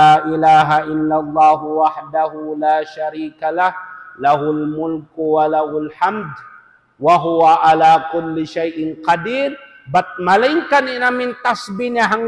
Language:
Tausug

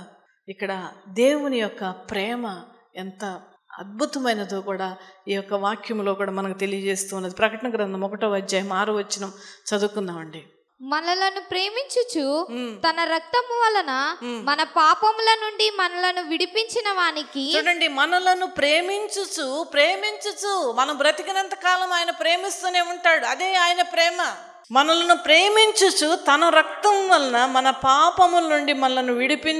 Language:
Telugu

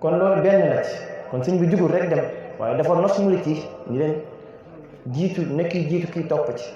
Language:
Wolof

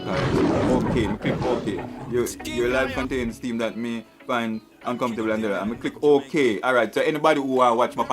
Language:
Jamaican Creole English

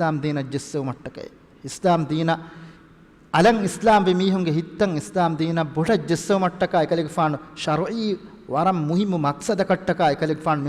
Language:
Divehi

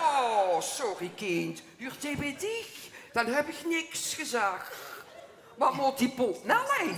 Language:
Limburgish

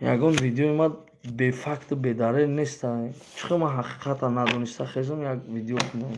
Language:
Tajik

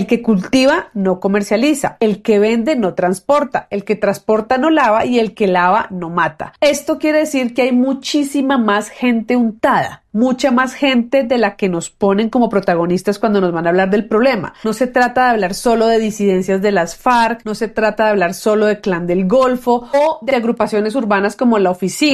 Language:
Spanish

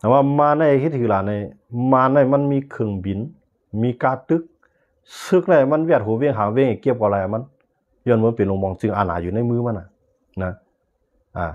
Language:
Shan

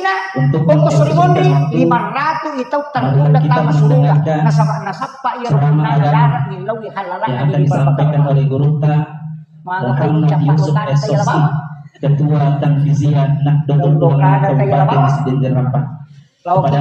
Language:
Buginese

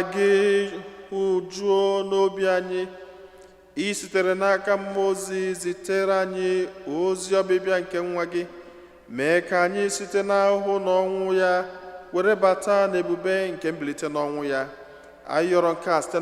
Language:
Igbo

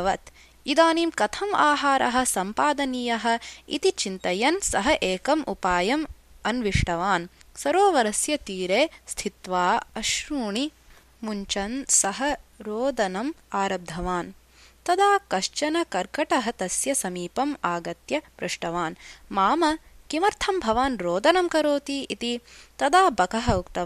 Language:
Sanskrit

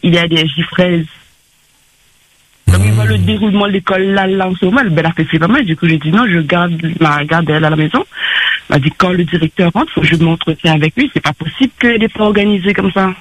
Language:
French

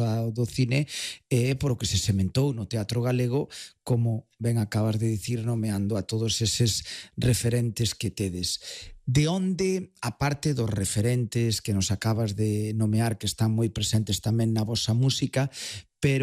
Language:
Galician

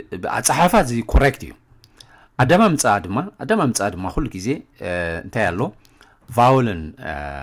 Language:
Tigrinya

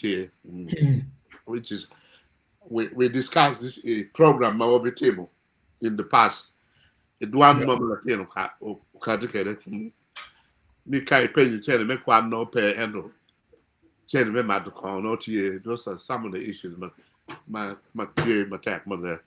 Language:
Acoli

